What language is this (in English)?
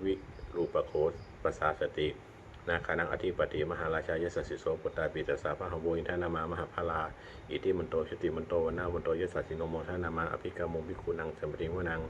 Pali